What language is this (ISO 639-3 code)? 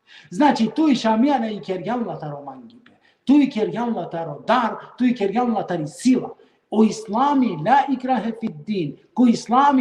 rmn